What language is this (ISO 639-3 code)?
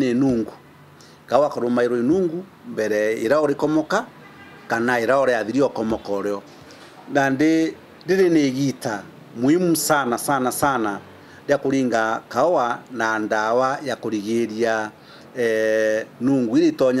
mer